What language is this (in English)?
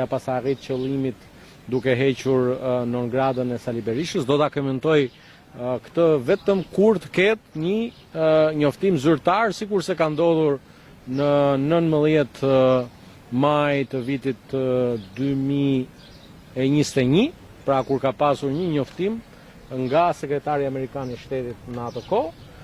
Albanian